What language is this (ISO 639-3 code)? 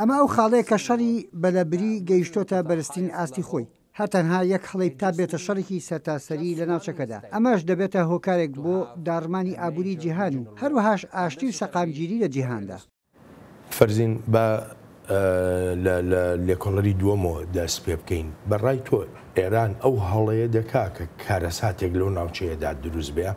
ckb